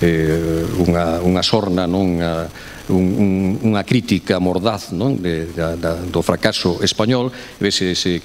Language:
Galician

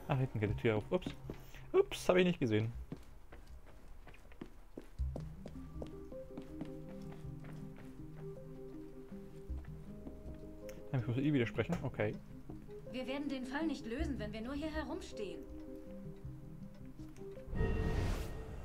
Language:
German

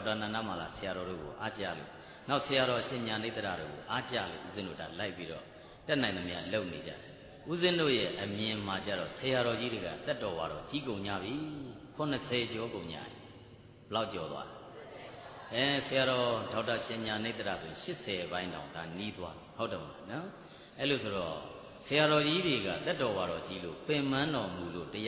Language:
Burmese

